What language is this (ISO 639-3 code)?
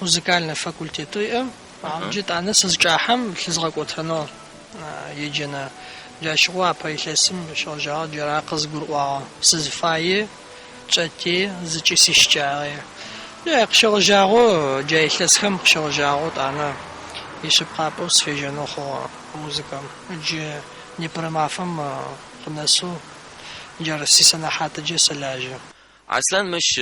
ady